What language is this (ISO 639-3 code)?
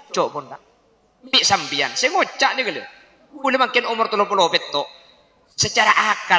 mad